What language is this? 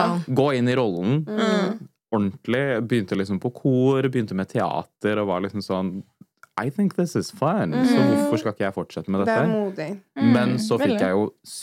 Norwegian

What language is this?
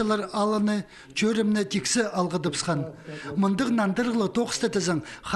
Khakas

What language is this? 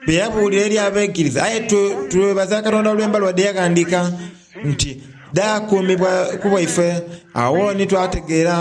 Soga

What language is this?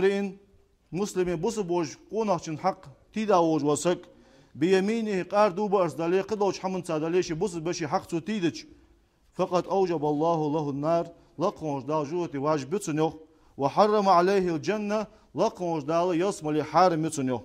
Ingush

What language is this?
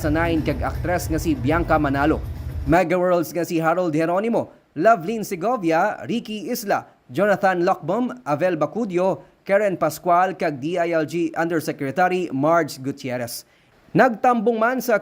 Hiligaynon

